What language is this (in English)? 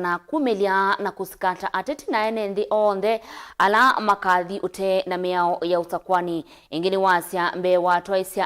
Kamba